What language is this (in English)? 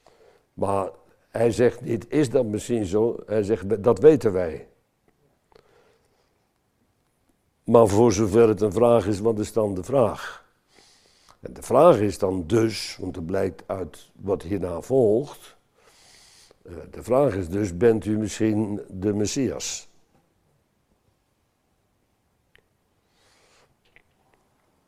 Dutch